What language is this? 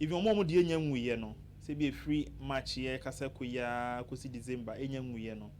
Akan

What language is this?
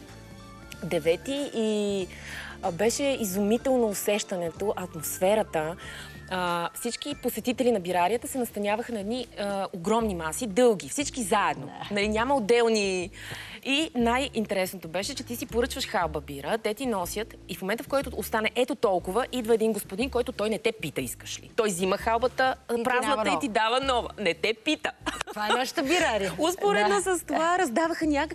Bulgarian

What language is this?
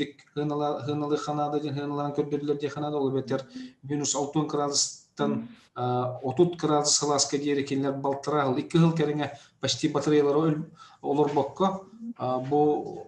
Yakut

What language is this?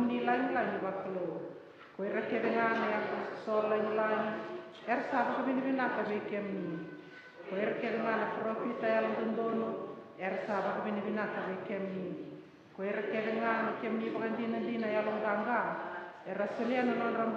Fijian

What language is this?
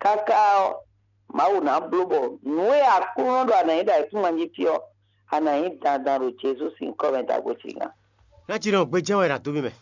Fon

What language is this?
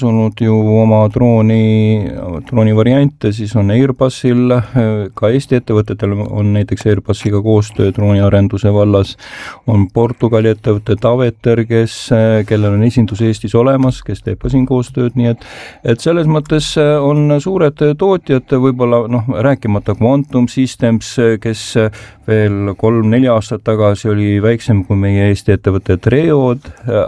Estonian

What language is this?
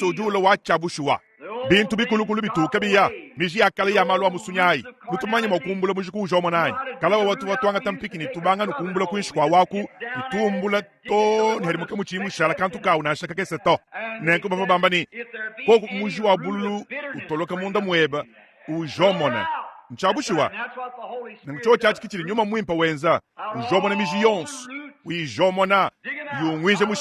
Luba-Lulua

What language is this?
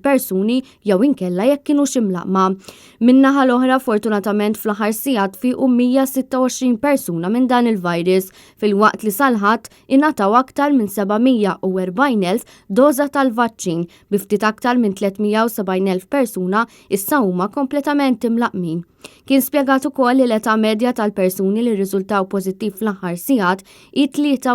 Maltese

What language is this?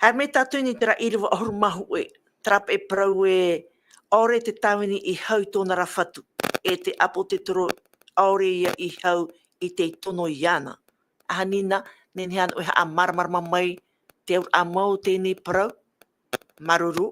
Tahitian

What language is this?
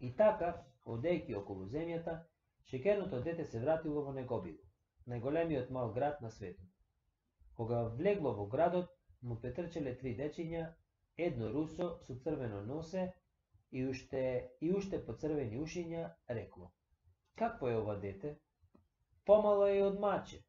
Macedonian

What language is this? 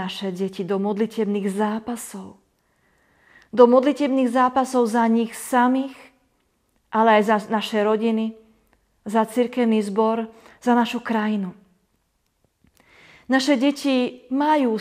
Slovak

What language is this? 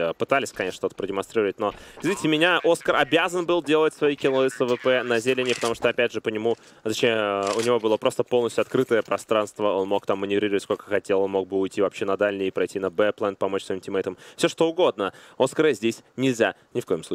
Russian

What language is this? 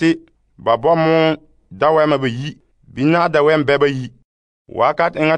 Frafra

